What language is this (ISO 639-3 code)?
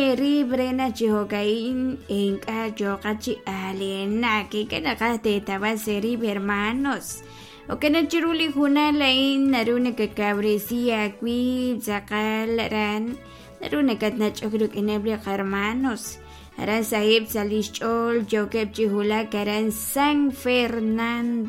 kek